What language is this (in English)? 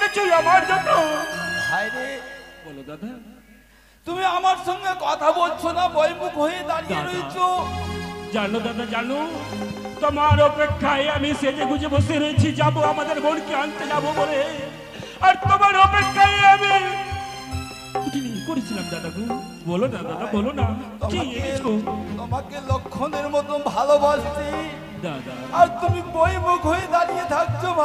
Bangla